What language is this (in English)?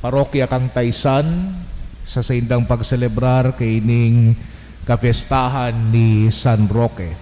Bikol